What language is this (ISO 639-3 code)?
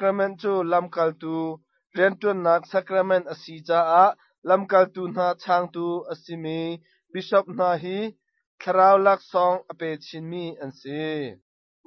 cnh